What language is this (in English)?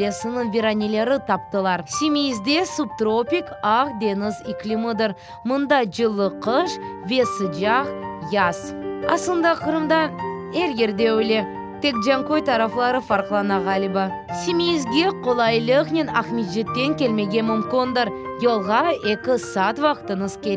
Crimean Tatar